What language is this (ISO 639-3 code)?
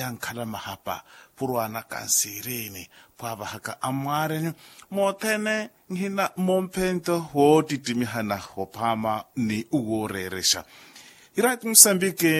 vmw